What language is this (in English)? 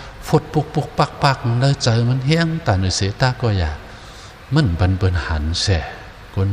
Shan